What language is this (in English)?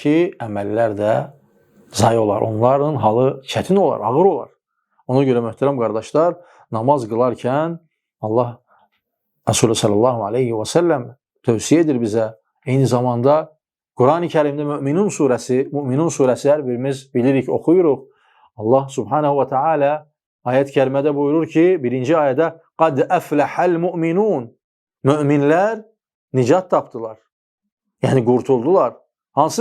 Azerbaijani